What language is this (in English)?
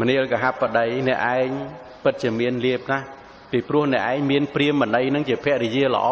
Khmer